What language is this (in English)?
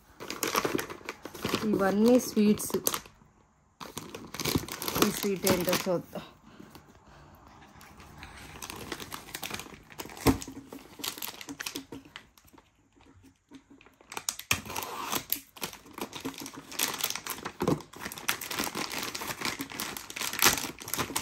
Telugu